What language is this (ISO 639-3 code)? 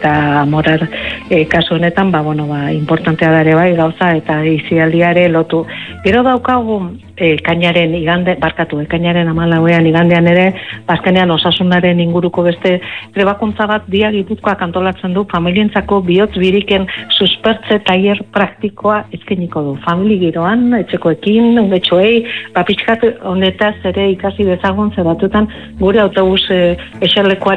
eus